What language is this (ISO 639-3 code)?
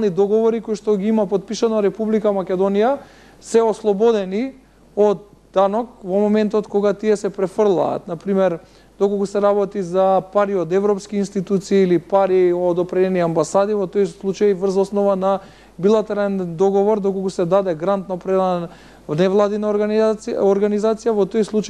mkd